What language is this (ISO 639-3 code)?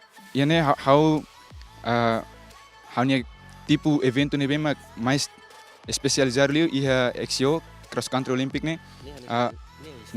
tet